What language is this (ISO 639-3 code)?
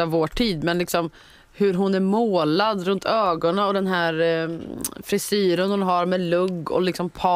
swe